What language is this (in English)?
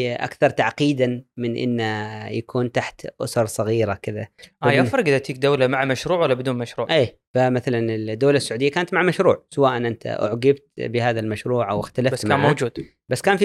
Gulf Arabic